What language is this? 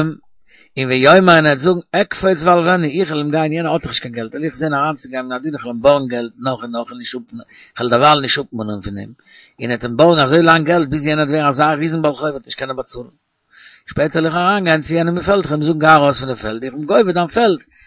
Yiddish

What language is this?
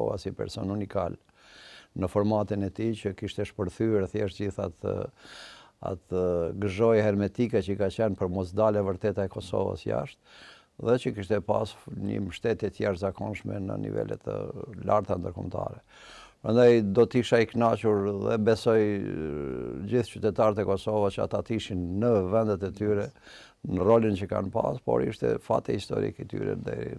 Albanian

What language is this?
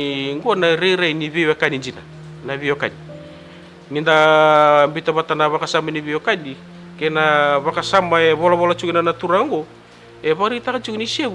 Fijian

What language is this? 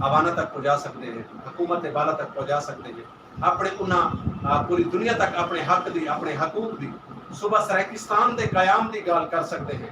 Saraiki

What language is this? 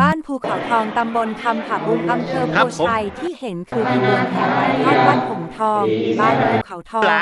Lao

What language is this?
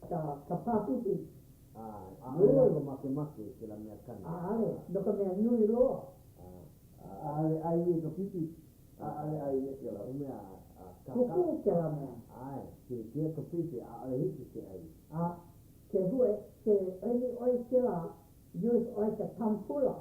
Hawaiian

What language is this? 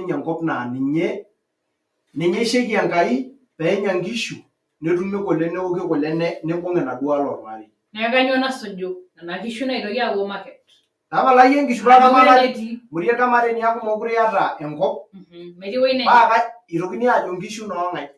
Masai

